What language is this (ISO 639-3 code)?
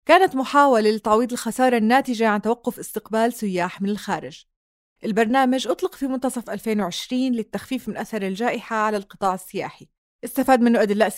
apc